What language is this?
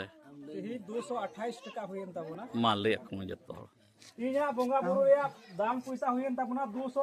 Santali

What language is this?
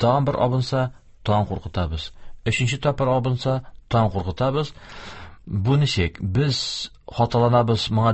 Tatar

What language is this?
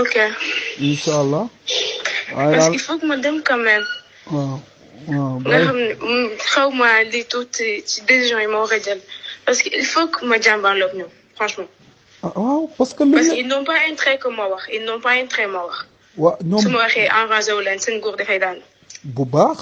Wolof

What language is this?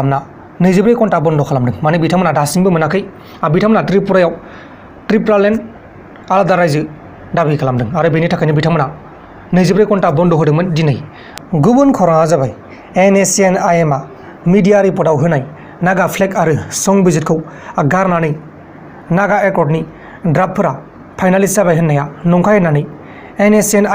Bodo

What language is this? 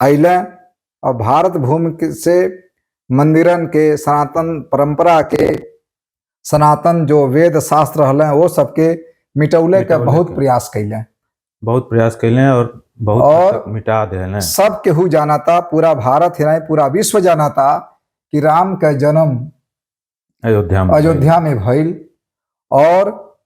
Bhojpuri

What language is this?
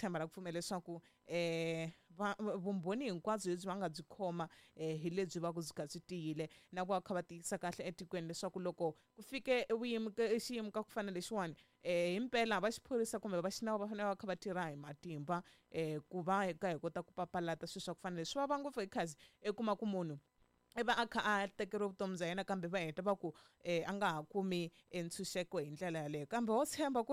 Tsonga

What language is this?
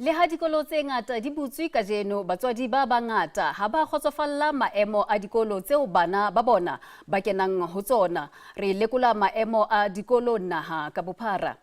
Southern Sotho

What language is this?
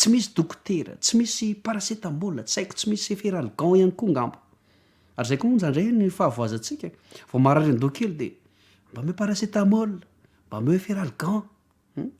Malagasy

